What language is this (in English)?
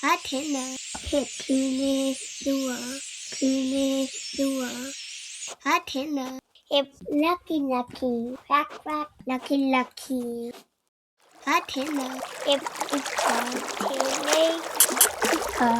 Māori